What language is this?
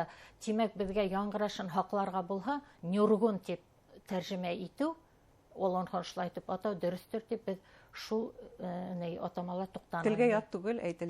Bashkir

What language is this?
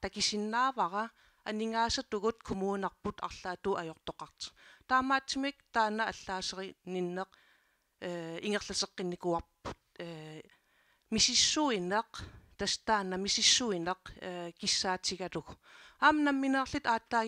Kalaallisut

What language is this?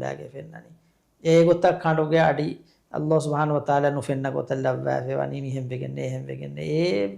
Divehi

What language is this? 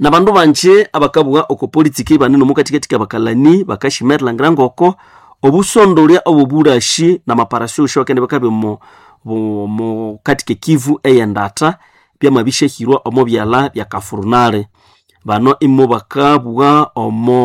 Nande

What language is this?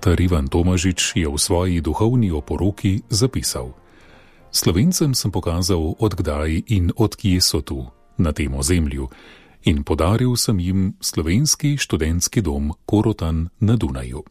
Slovenian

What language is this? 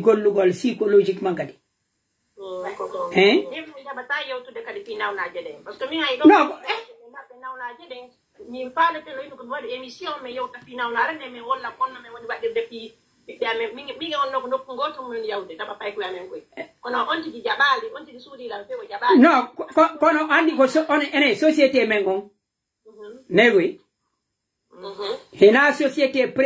Pular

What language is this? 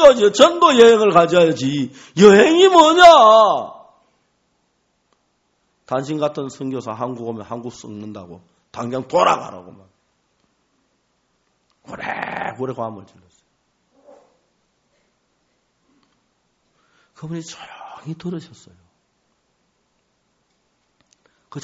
Korean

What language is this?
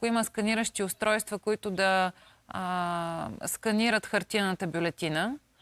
Bulgarian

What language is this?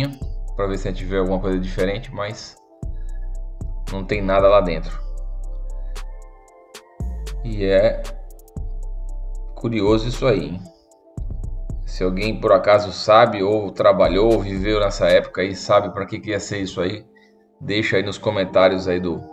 Portuguese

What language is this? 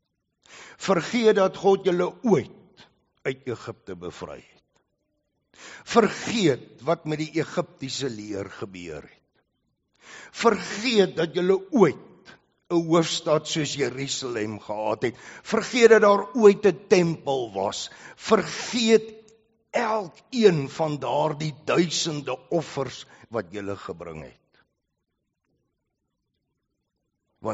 Afrikaans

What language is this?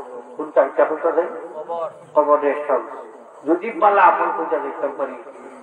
Sylheti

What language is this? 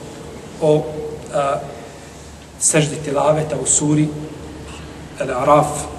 Bosnian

